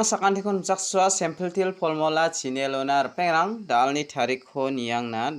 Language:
Garo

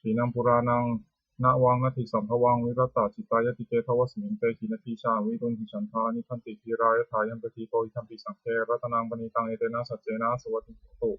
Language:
Pali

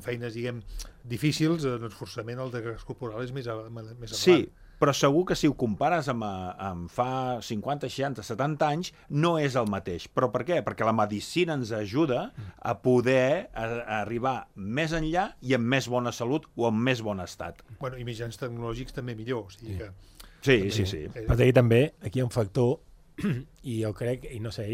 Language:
Catalan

